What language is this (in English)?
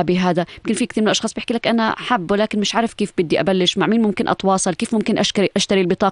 North Levantine Arabic